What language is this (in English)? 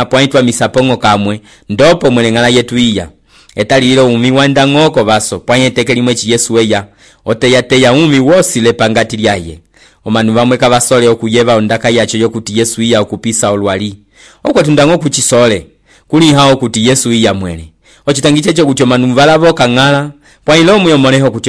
Umbundu